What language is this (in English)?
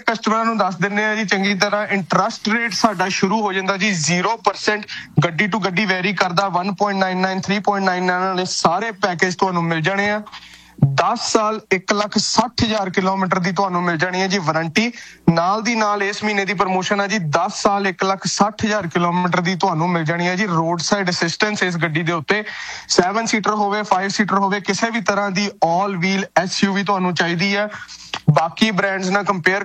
Punjabi